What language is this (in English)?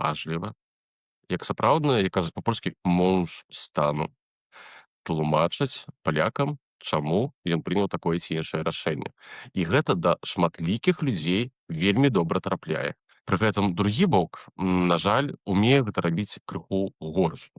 Belarusian